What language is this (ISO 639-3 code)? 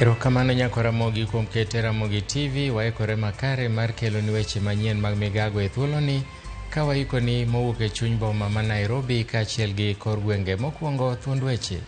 luo